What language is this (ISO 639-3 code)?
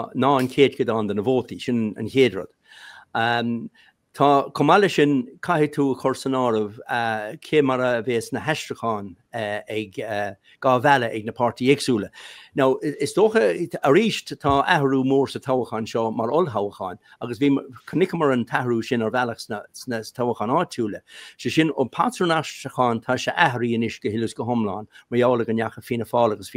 gle